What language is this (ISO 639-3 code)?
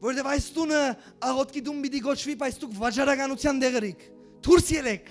hyw